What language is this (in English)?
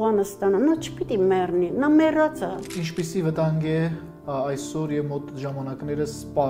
Armenian